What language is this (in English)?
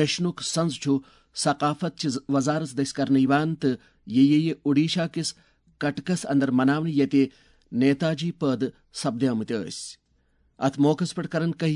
Kashmiri